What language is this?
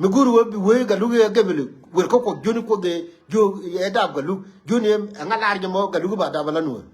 Nuer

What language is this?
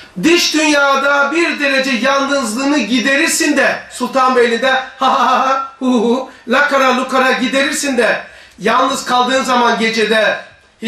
Turkish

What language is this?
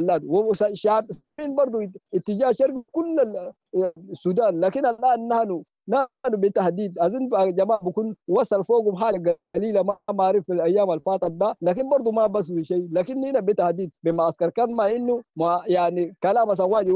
Sudanese Arabic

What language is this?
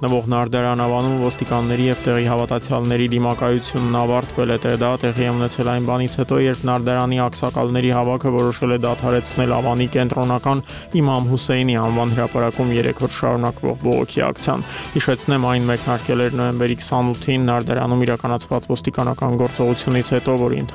Armenian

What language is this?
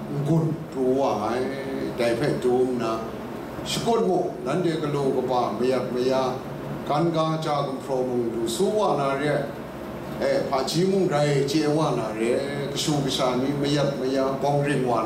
Kachin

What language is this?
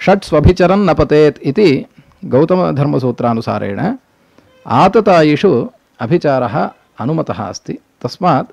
Sanskrit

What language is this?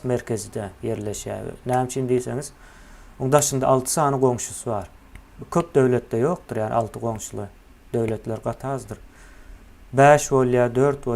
Turkmen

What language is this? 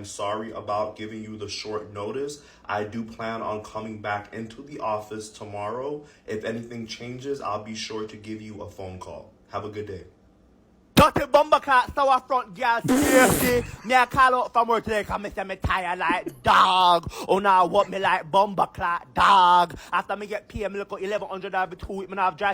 Jamaican Creole English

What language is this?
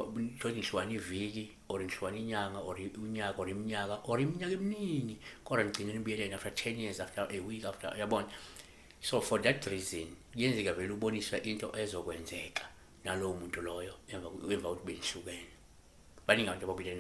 Zulu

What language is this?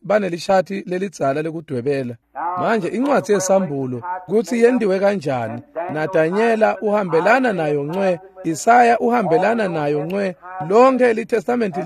Swati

